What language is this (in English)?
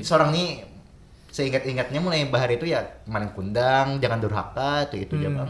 Banjar